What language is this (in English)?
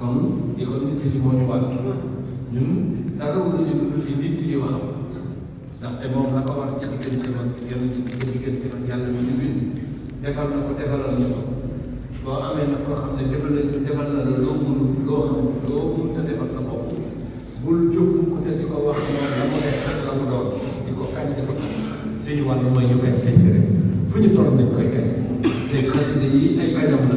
Wolof